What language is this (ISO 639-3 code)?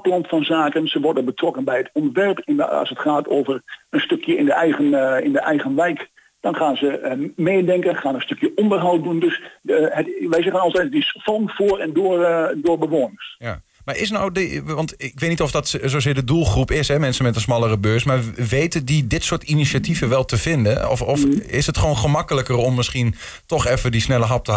nld